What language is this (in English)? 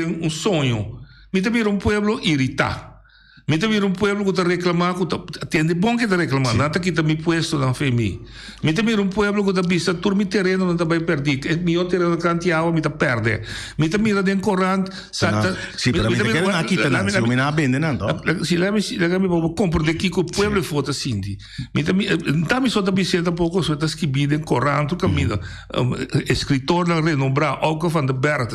Papiamento